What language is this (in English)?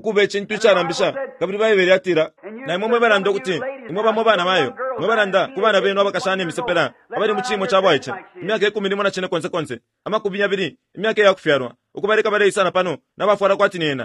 Bemba